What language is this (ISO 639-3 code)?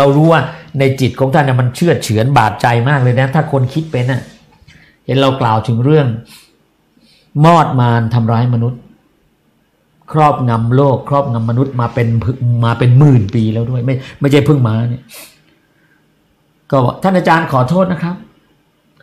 tha